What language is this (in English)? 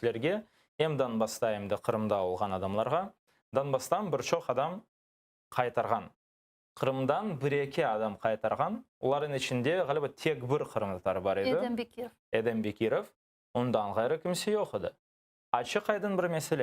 Crimean Tatar